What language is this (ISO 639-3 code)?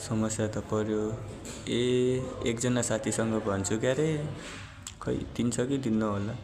nep